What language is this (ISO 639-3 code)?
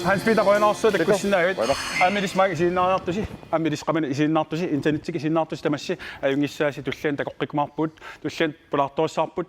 kal